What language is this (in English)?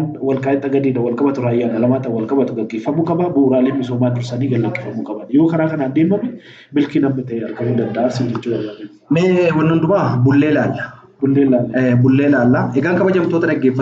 Oromo